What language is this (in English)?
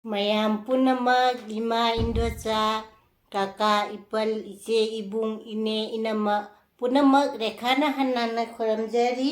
Manipuri